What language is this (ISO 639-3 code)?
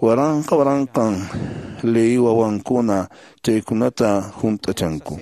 que